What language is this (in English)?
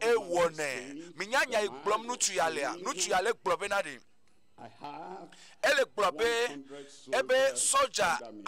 Ewe